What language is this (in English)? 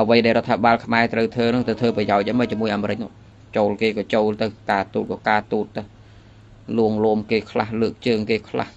Khmer